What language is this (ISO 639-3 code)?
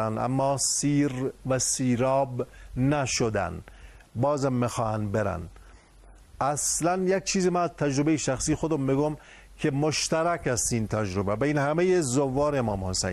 fas